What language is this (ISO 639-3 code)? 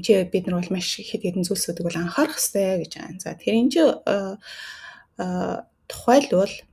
mon